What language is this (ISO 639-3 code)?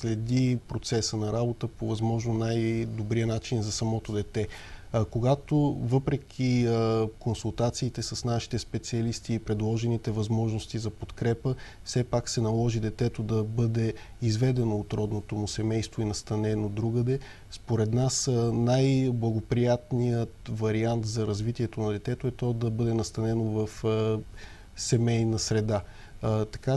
bul